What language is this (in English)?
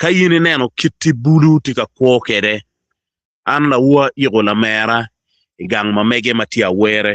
Acoli